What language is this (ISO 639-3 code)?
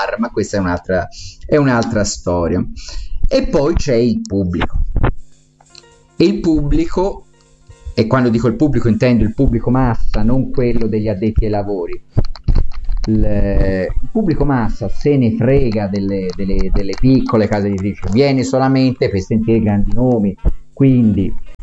ita